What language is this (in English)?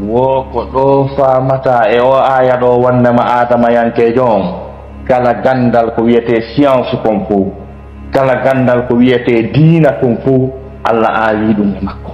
Fula